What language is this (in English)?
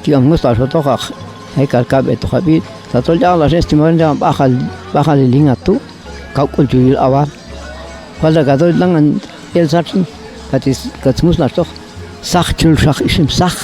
Popti'